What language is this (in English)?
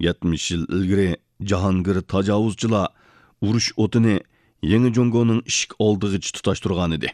Uyghur